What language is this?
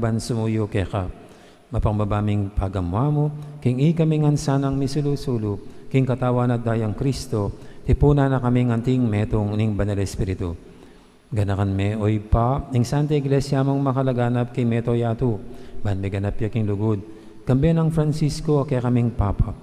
Pampanga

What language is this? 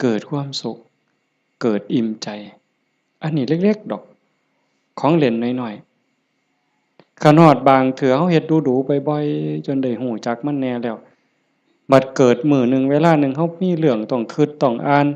Northeastern Thai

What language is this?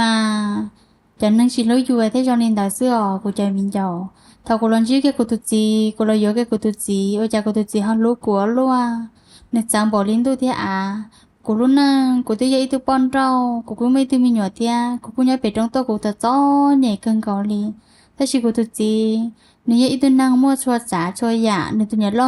Hmong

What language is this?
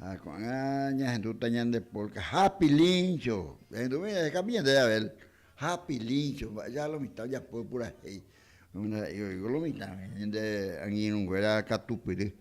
Guarani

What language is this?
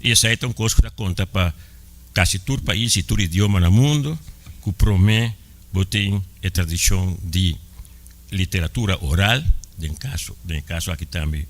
Papiamento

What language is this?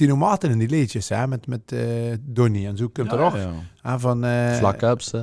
Limburgish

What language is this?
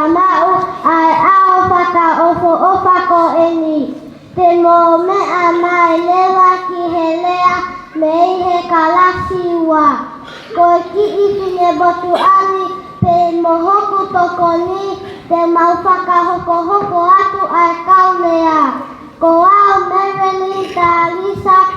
Tongan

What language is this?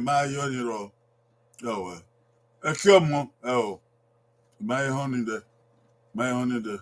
Bini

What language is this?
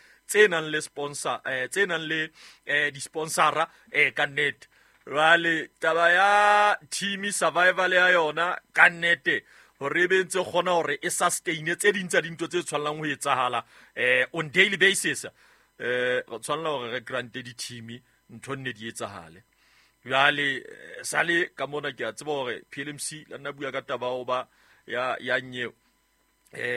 Southern Sotho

